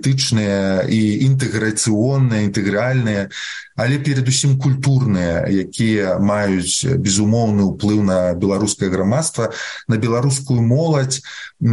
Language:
Belarusian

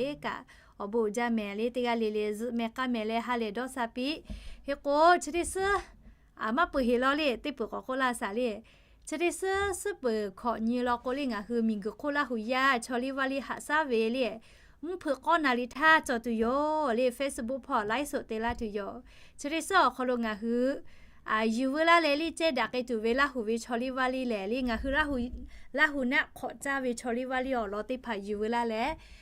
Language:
Lahu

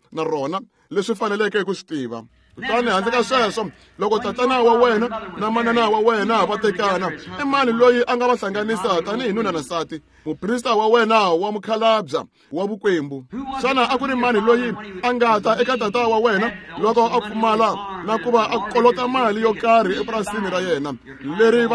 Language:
Tsonga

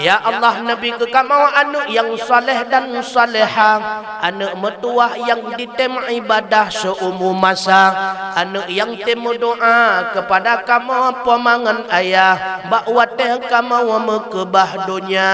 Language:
Achinese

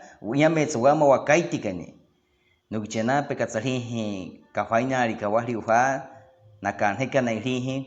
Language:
Baniwa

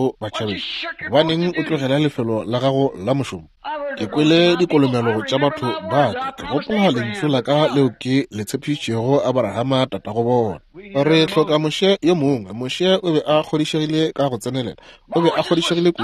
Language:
Northern Sotho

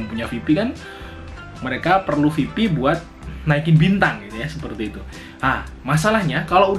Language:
Indonesian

